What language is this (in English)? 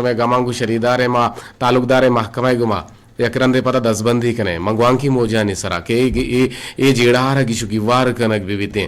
Eastern Balochi